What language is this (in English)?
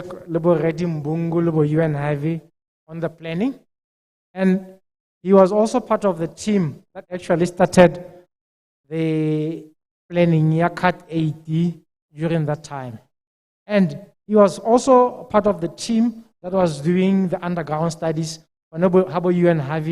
Tswana